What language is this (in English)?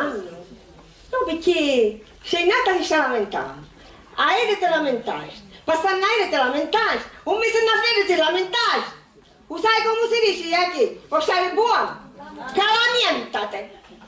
Sicilian